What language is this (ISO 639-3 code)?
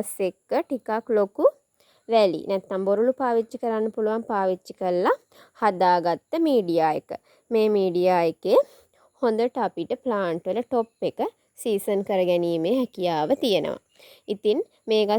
sin